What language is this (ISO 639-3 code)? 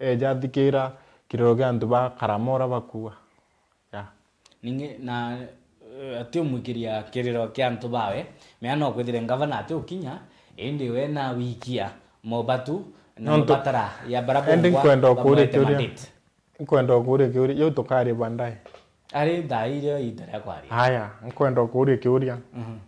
mer